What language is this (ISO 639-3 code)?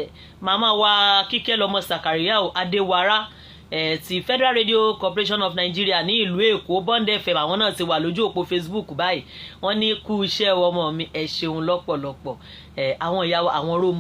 yor